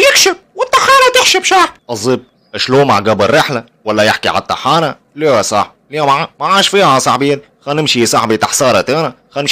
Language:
Tunisian Arabic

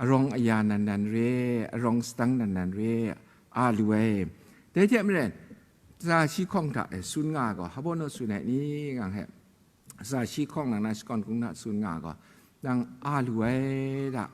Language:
Kachin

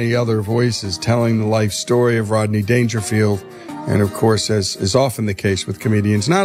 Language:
English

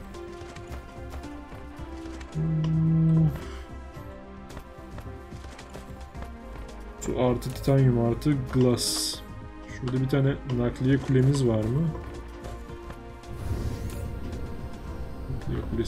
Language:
Turkish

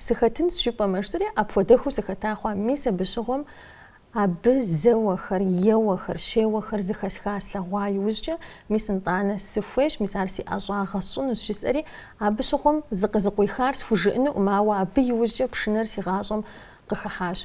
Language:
Kabardian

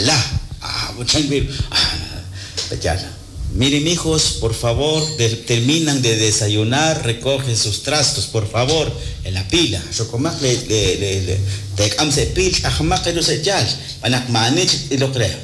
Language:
Kekchí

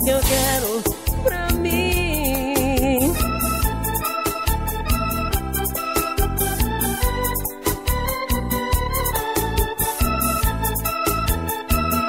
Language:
Portuguese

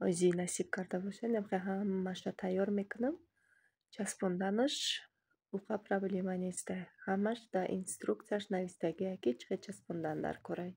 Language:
Tajik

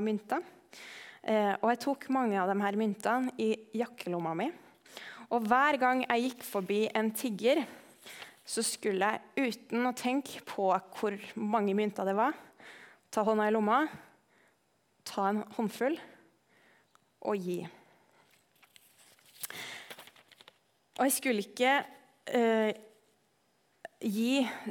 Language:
Norwegian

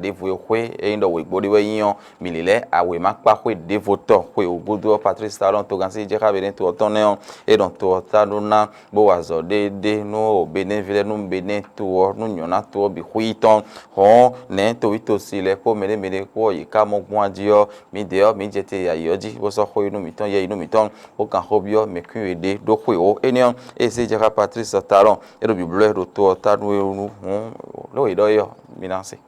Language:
Fon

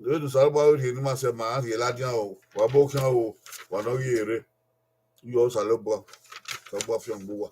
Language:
Bini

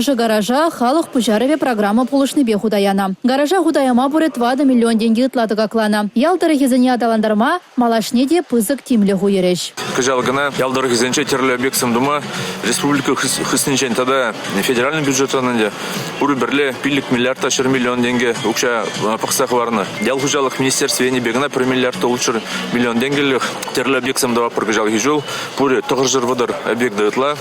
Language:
Chuvash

